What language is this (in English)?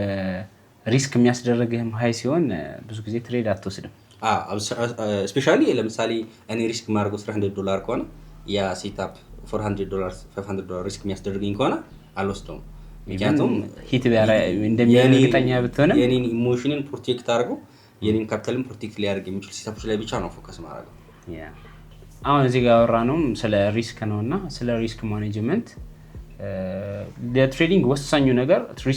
Amharic